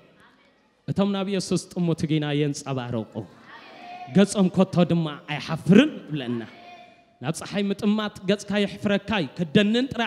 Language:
Tigrinya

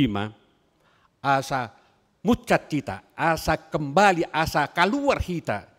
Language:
Batak Toba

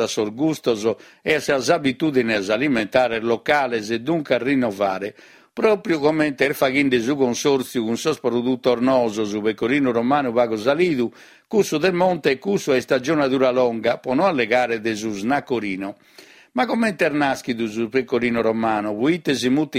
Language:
Sardinian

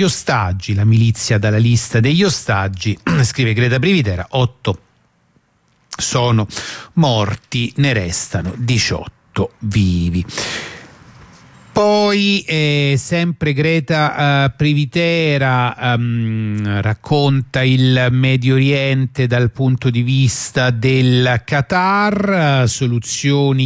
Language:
Italian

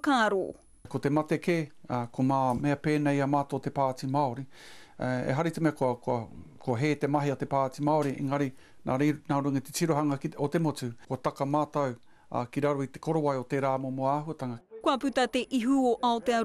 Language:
Māori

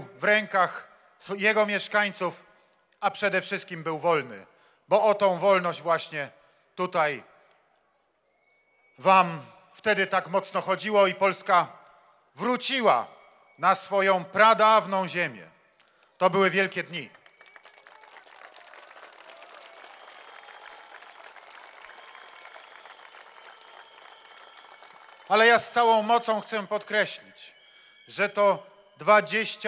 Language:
Polish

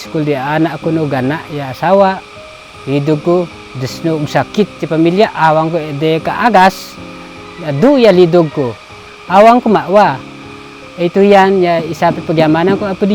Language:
Isnag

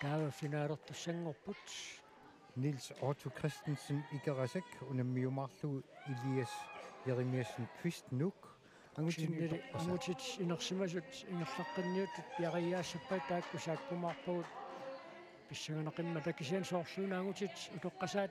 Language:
Kalaallisut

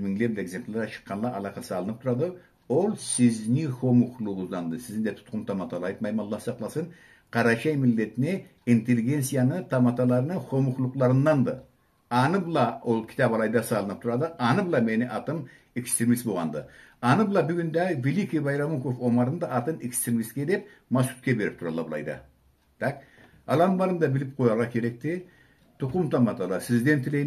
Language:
Karachay-Balkar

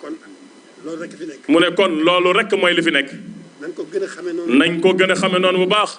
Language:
Wolof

